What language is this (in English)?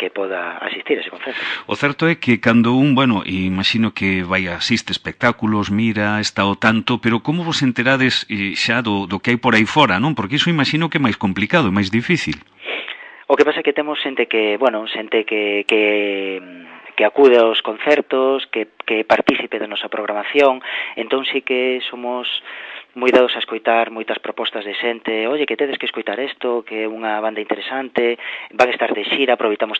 Galician